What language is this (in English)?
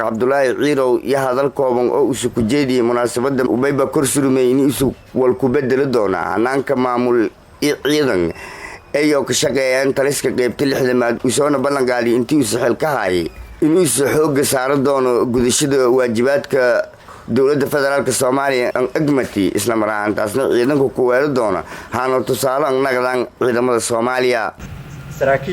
Somali